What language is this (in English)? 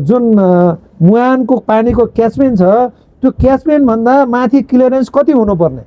Nepali